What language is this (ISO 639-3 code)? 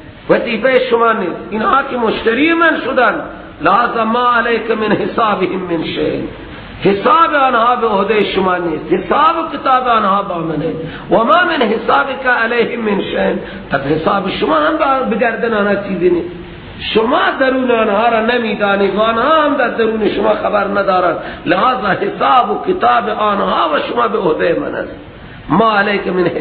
fas